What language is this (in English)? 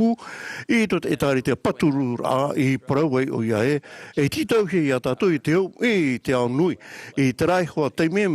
Tahitian